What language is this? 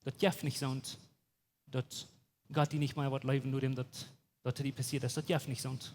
Plautdietsch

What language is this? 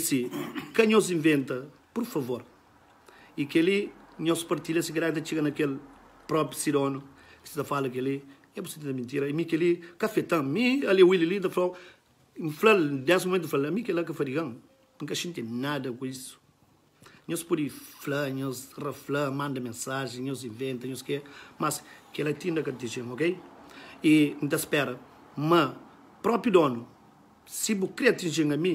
Kabuverdianu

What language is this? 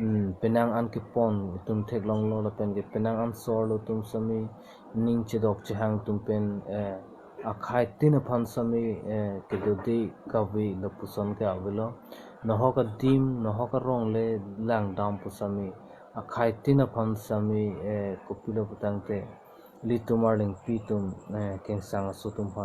Karbi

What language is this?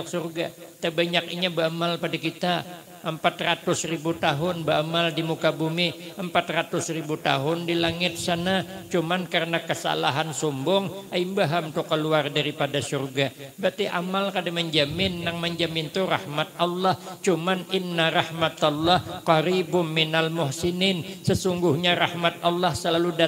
Banjar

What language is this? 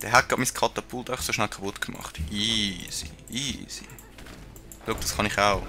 Swiss German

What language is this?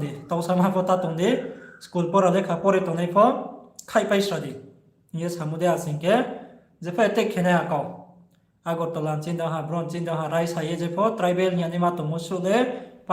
Riang (India)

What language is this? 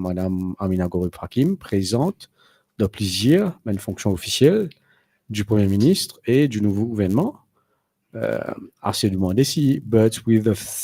Morisyen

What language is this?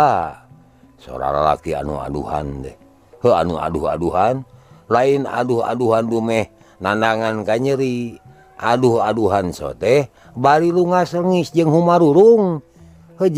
Sundanese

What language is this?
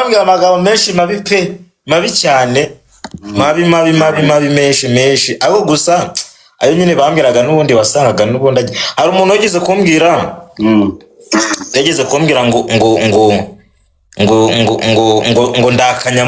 Kinyarwanda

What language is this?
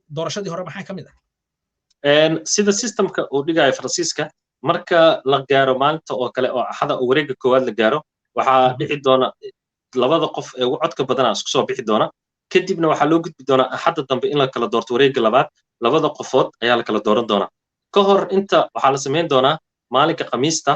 Somali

